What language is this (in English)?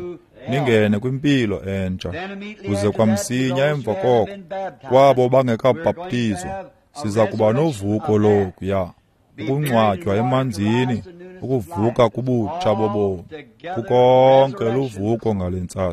Xhosa